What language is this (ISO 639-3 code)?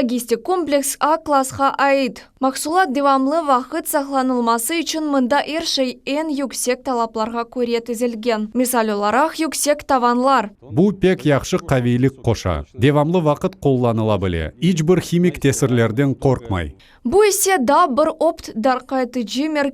crh